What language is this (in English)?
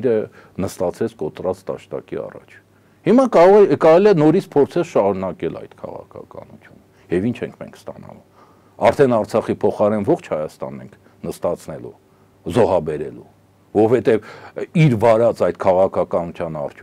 Armenian